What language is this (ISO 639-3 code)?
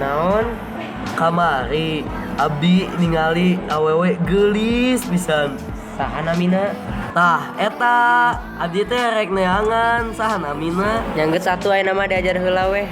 sun